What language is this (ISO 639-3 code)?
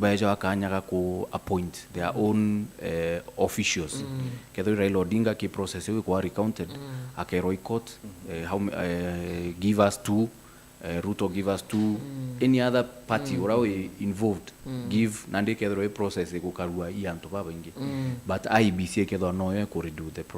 mer